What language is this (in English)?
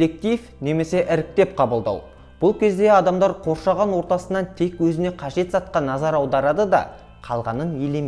Kazakh